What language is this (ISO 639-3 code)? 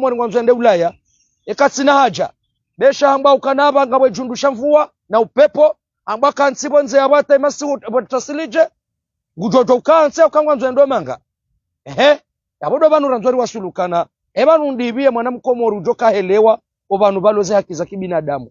zdj